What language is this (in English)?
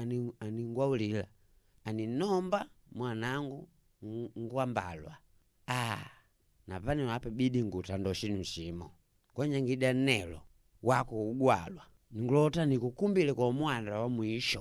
Makonde